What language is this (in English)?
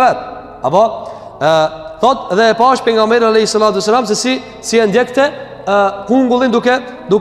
Albanian